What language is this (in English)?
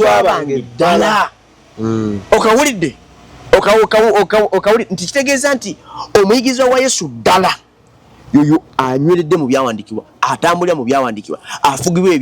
Ganda